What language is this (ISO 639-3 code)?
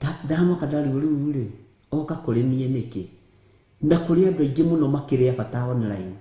kik